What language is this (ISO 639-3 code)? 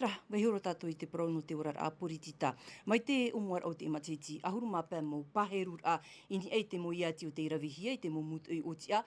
tah